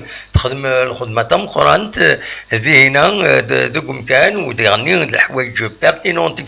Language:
Kabyle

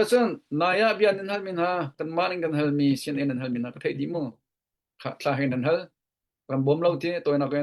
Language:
Hakha Chin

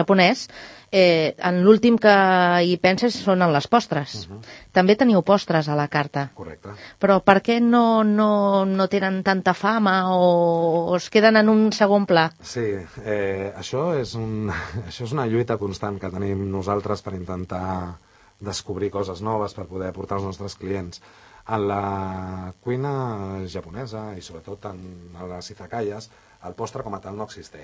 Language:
Catalan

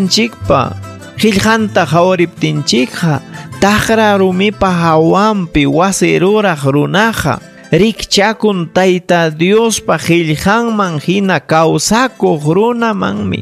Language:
Ayacucho Quechua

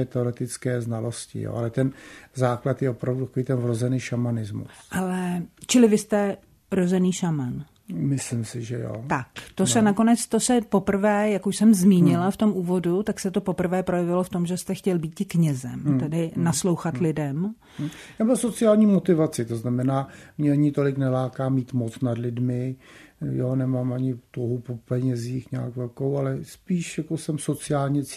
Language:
Czech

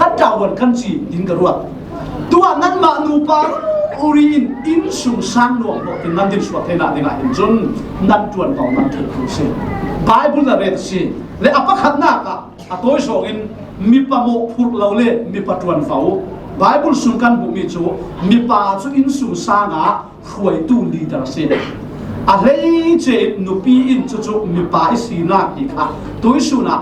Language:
Falam Chin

